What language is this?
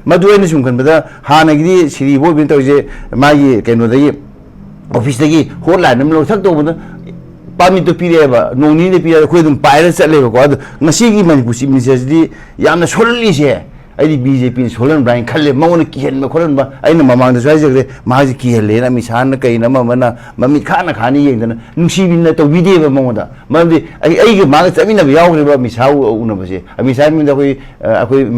Manipuri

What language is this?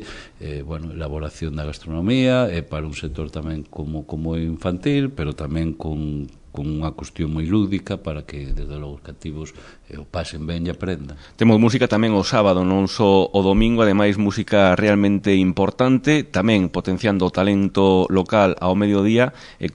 Galician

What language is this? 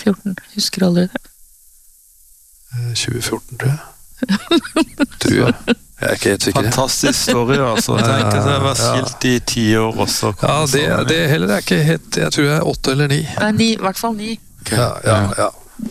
Norwegian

